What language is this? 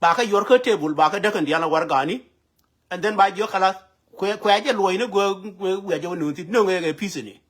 Nuer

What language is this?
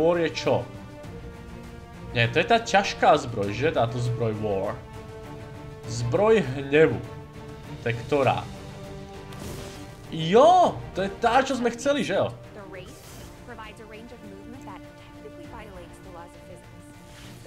Slovak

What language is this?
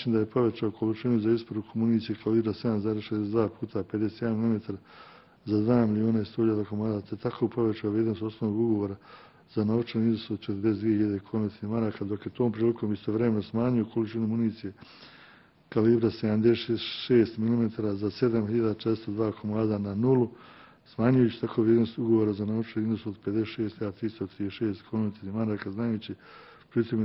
Bosnian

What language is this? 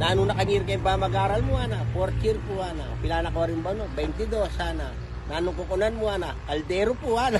Pampanga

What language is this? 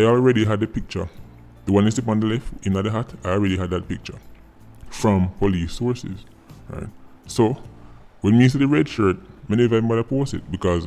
Jamaican Creole English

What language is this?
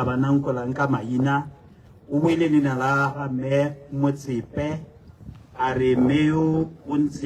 Tswana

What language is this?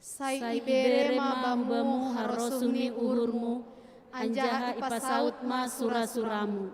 Batak Simalungun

